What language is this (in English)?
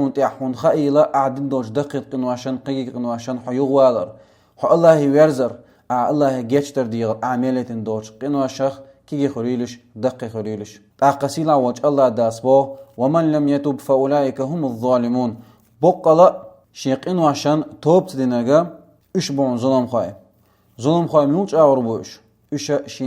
Chechen